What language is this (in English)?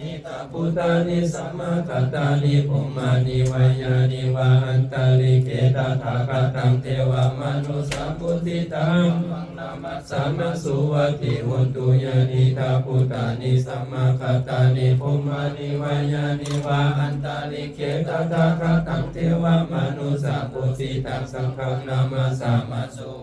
Pali